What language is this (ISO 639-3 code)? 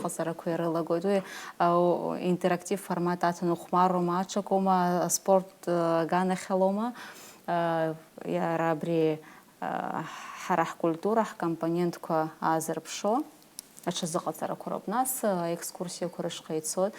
abk